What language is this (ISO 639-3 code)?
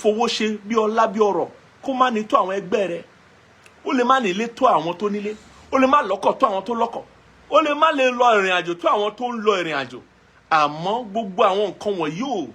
yor